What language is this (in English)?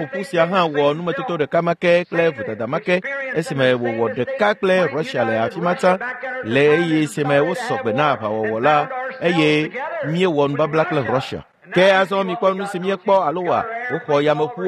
Ewe